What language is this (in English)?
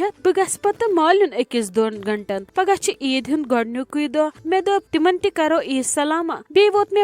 Kashmiri